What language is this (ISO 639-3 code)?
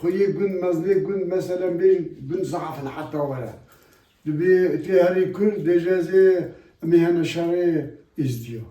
kur